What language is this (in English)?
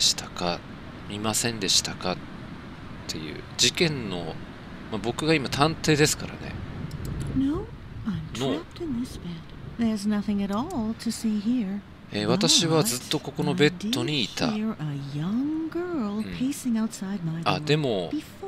Japanese